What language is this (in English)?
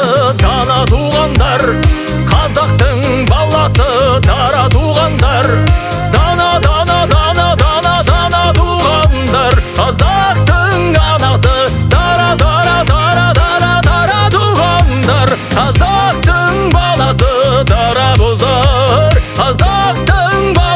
Kazakh